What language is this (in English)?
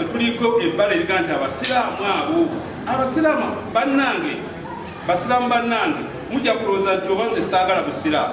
Ganda